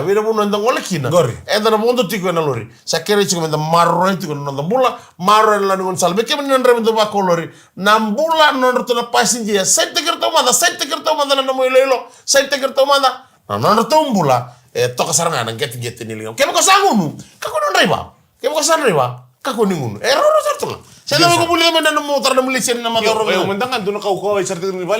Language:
Fijian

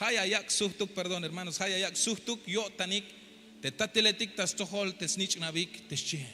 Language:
Tzeltal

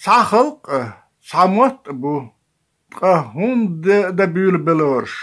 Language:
Chechen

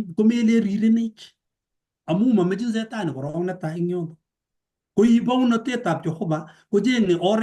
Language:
Kalenjin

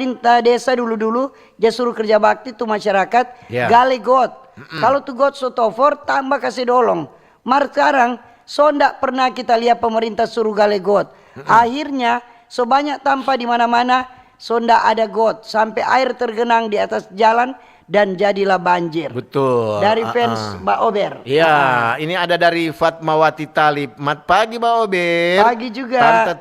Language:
Manado Malay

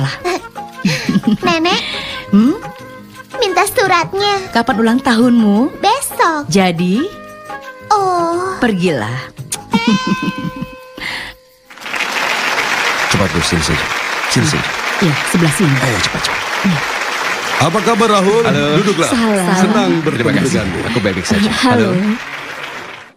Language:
Indonesian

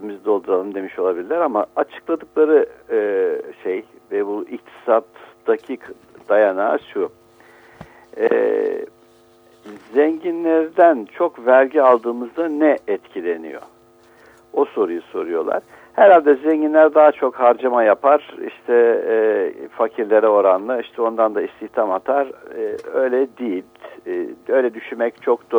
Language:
Turkish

